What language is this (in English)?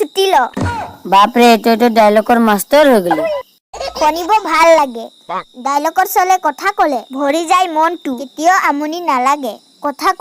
Assamese